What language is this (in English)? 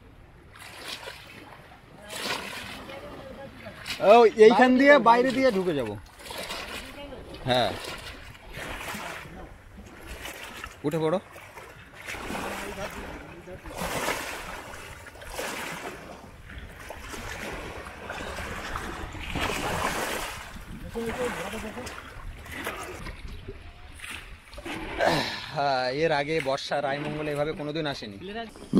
Bangla